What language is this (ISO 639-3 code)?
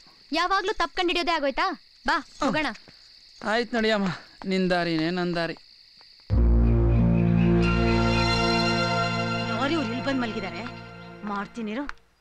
kan